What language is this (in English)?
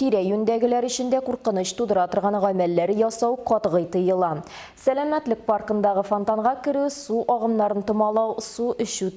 Tatar